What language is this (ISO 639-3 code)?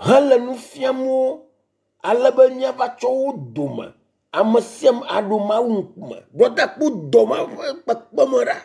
ewe